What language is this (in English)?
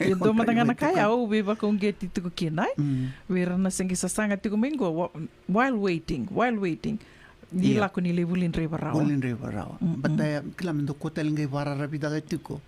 Fijian